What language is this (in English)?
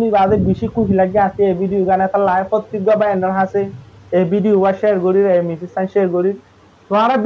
Rohingya